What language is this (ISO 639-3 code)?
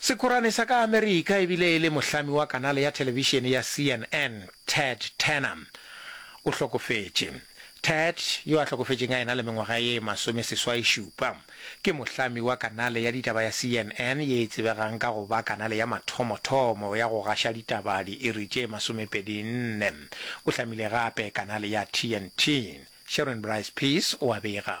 nso